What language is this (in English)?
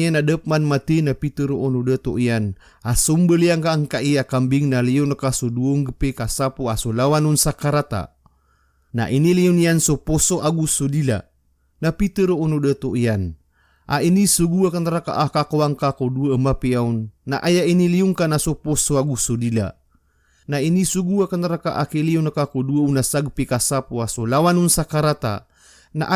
Maranao